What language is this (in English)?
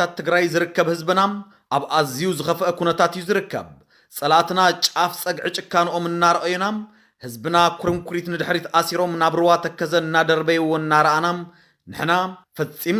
Tigrinya